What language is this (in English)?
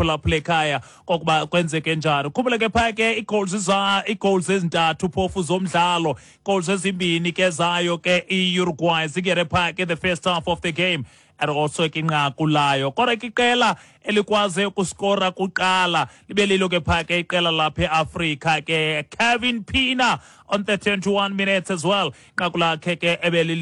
Xhosa